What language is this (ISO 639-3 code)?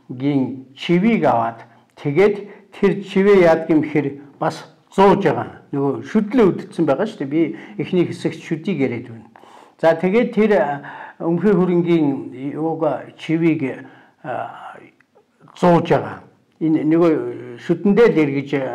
mon